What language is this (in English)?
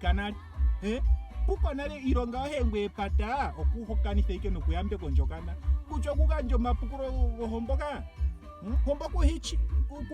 Ndonga